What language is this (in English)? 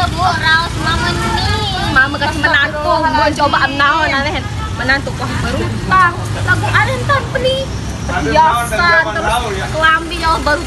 Sasak